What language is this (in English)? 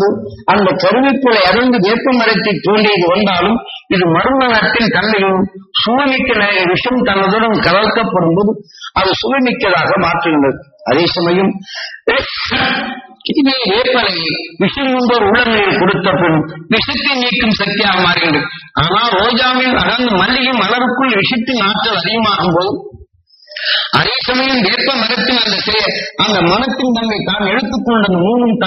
Tamil